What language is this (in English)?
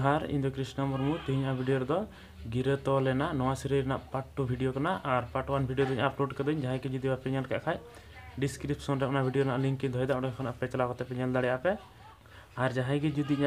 Santali